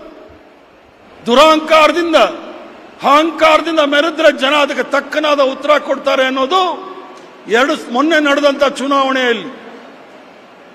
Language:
Kannada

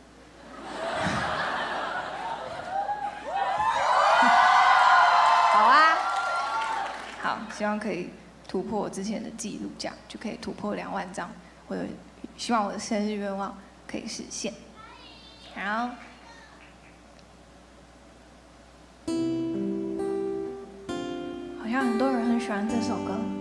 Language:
Chinese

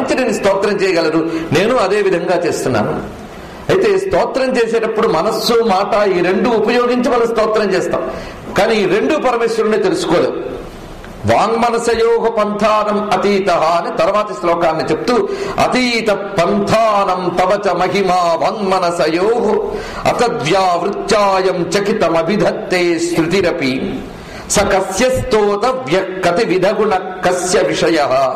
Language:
Telugu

